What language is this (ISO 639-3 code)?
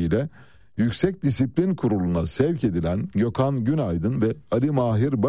tur